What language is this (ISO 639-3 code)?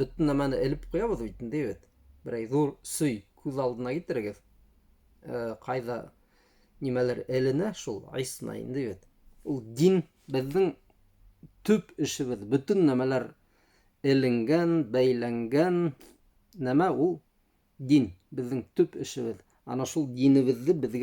bak